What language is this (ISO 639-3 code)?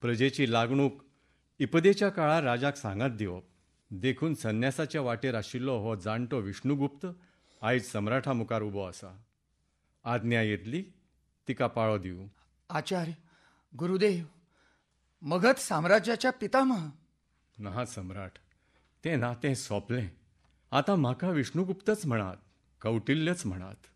kok